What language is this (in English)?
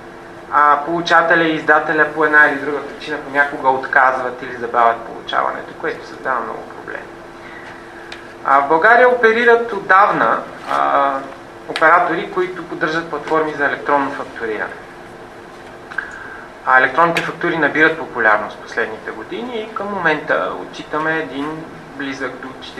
Bulgarian